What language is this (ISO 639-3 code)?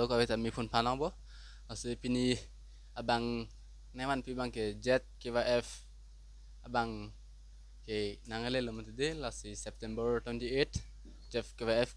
mjw